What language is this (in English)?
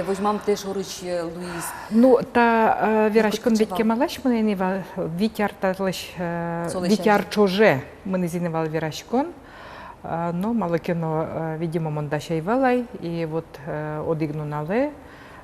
Udmurt